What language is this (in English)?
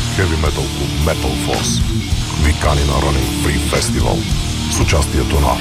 Bulgarian